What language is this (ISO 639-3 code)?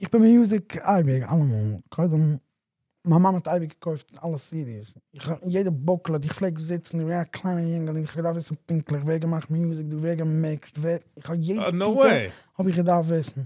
yid